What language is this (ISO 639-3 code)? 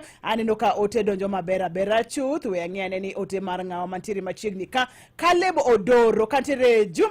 luo